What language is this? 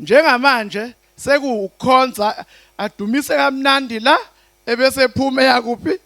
Zulu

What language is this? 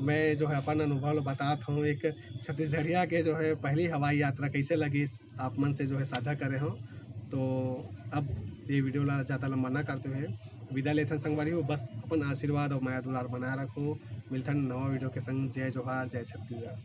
Chhattisgarhi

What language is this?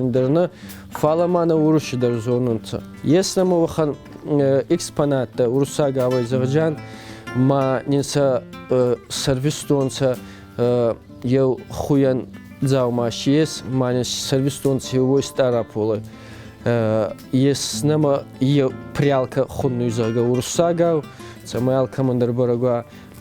Ossetic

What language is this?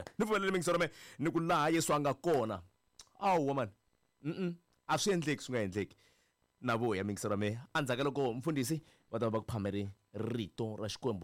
Tsonga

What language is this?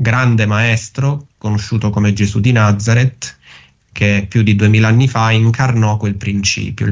Italian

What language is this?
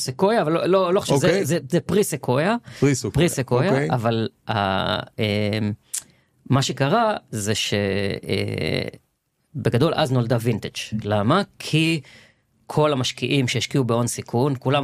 Hebrew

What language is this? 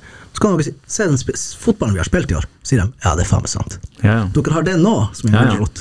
Norwegian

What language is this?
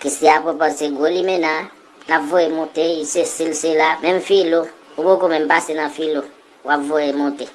Haitian Creole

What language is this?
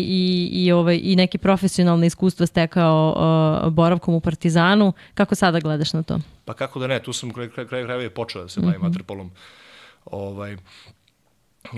Serbian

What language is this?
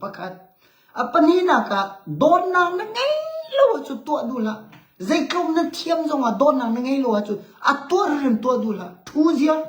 Hakha Chin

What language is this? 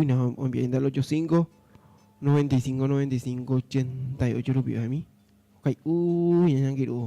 Guarani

